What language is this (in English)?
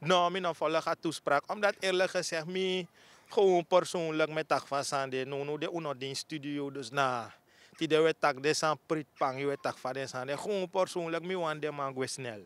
Sranan Tongo